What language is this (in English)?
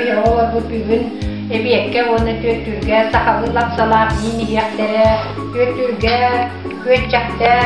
Yakut